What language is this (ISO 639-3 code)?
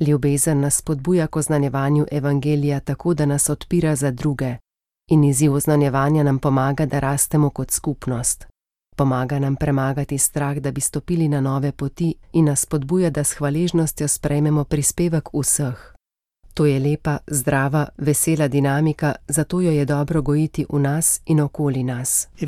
slv